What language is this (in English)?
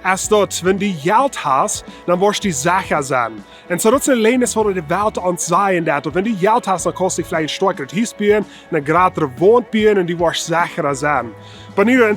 Plautdietsch